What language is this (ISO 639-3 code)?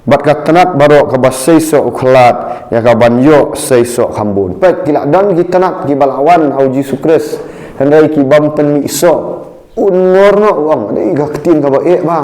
kha